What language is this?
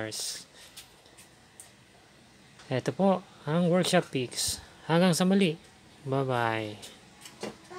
Filipino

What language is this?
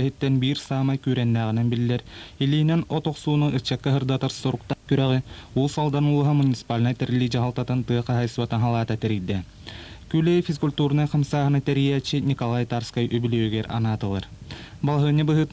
Yakut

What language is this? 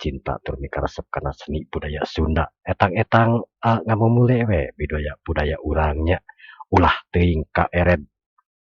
Sundanese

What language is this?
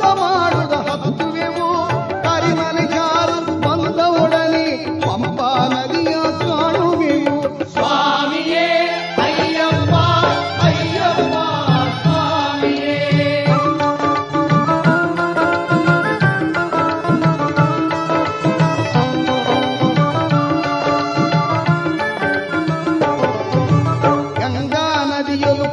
Kannada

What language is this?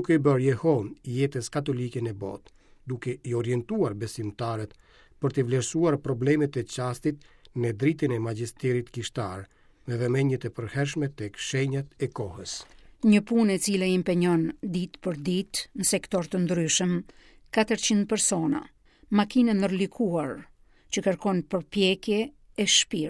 Albanian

